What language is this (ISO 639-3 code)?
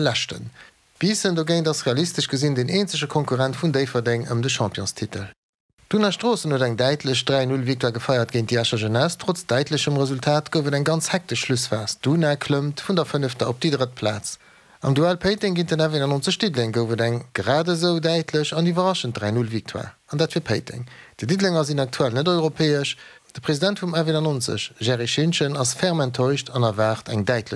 ltz